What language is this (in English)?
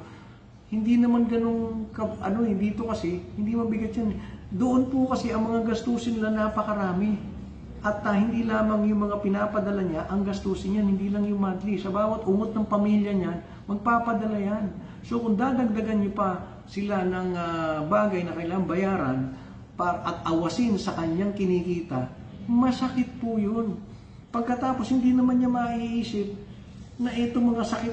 Filipino